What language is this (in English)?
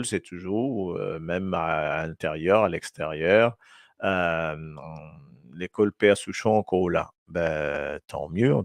Morisyen